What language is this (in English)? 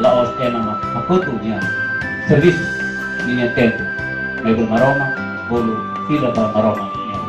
Tetum